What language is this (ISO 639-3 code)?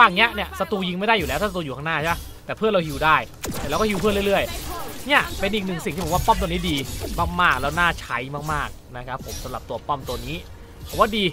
tha